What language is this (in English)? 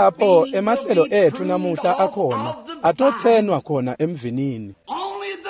Swati